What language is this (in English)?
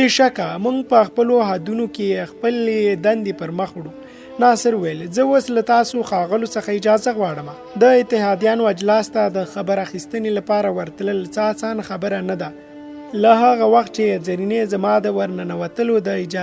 Pashto